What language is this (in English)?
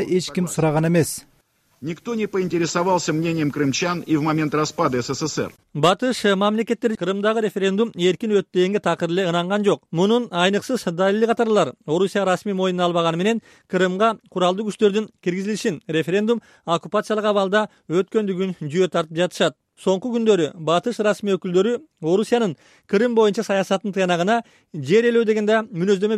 Kyrgyz